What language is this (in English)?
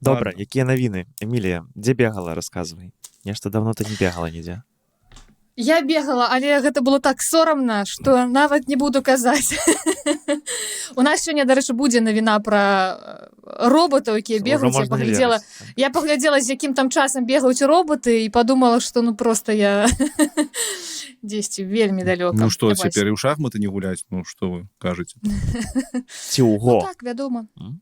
Belarusian